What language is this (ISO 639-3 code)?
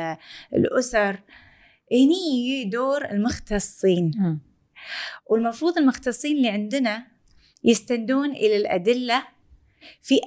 afb